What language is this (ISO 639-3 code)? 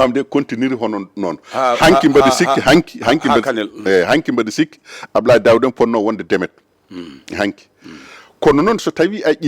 ful